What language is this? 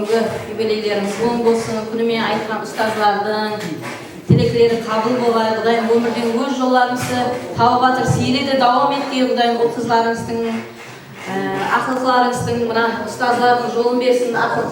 Kara-Kalpak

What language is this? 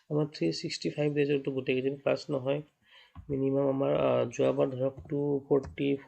Assamese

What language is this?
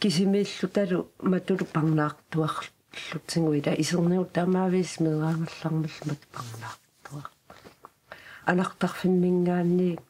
Kalaallisut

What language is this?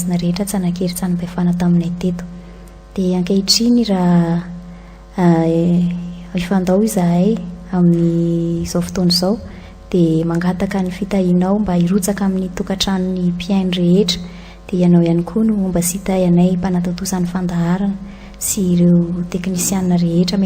Malagasy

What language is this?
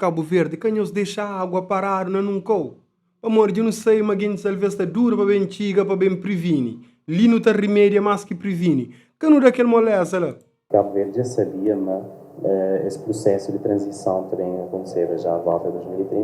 Kabuverdianu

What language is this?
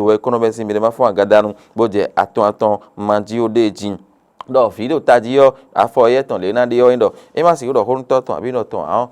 Fon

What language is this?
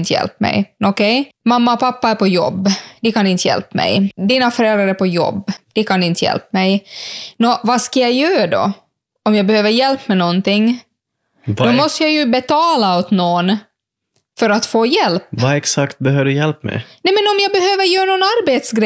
Swedish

